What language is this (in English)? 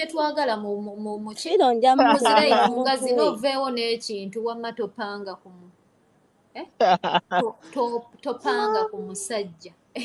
Ganda